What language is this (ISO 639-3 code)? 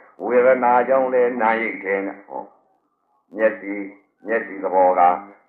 mya